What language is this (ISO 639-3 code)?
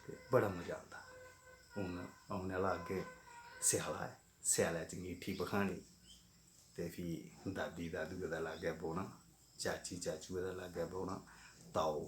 doi